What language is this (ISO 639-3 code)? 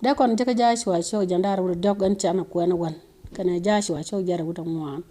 nus